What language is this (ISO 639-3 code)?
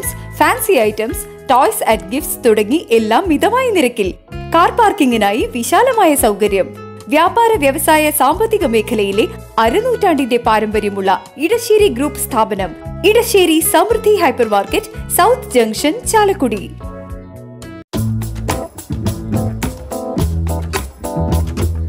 mal